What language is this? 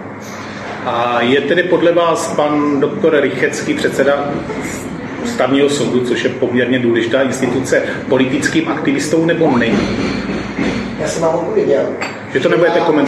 Czech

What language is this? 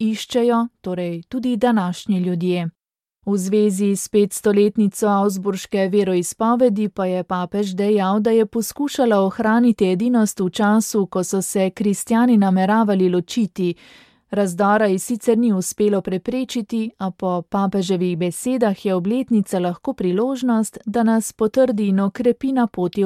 Slovenian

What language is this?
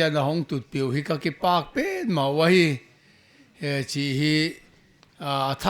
Paite Chin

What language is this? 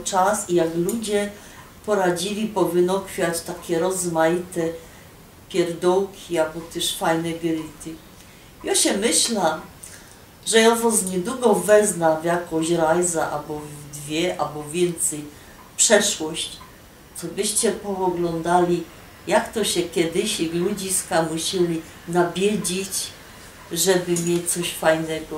Silesian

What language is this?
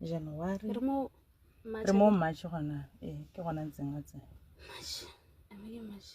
Tswana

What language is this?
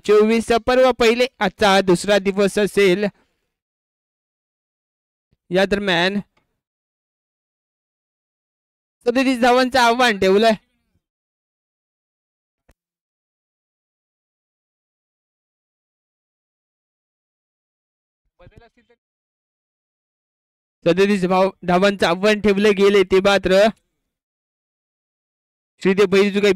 Marathi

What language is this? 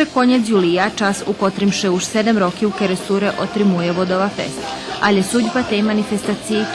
Rusyn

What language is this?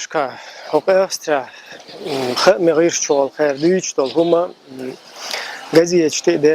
Chechen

